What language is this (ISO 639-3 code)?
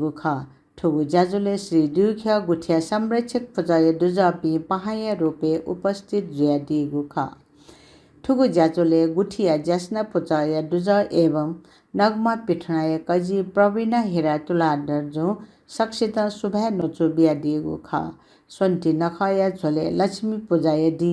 new